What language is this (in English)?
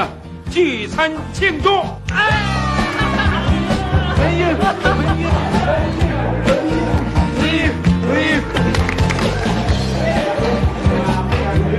Chinese